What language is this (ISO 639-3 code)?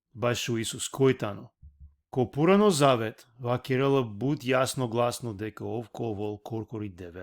rmn